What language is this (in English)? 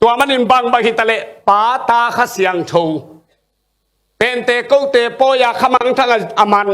Tedim Chin